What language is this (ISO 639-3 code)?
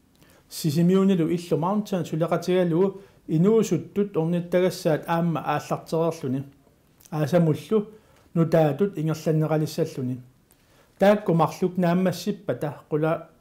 kal